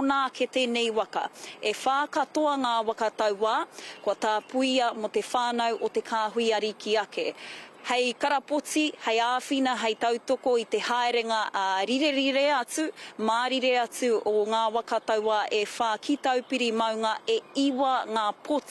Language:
Māori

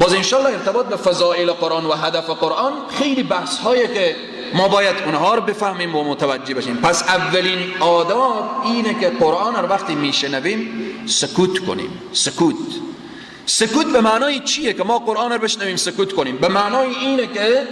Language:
Persian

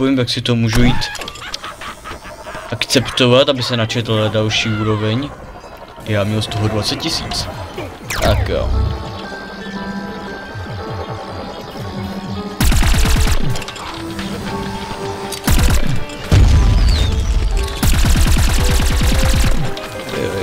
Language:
Czech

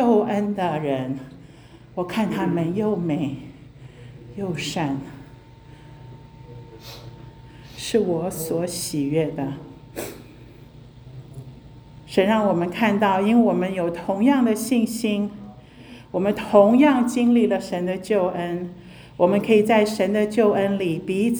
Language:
Chinese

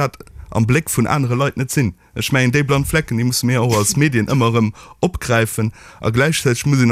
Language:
Luxembourgish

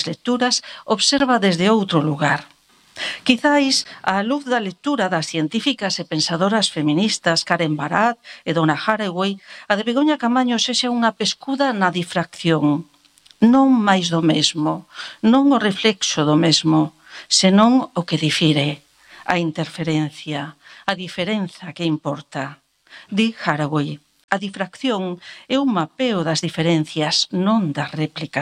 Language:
Galician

